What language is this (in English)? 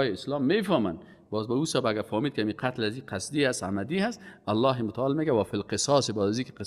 Persian